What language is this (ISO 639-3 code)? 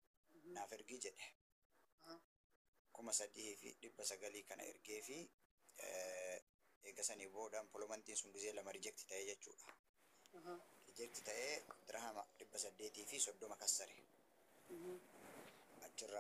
orm